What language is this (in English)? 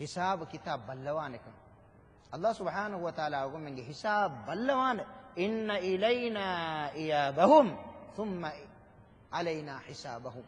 Divehi